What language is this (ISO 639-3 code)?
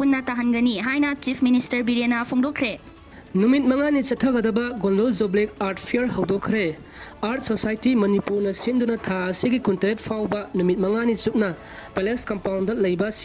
mni